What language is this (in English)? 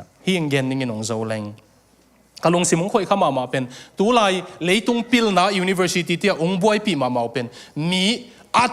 Tedim Chin